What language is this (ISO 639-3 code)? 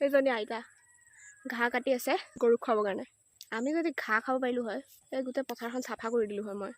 asm